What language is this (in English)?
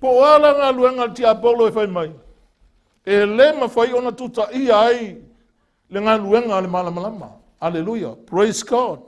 Samoan